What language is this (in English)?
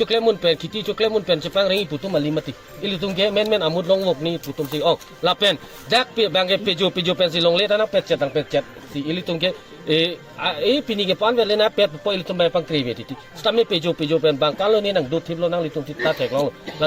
Karbi